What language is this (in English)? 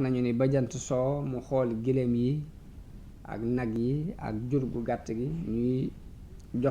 Wolof